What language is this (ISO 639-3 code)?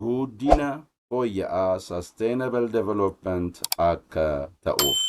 orm